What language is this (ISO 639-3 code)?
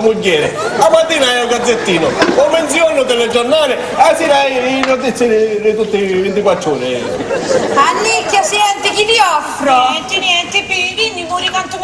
scn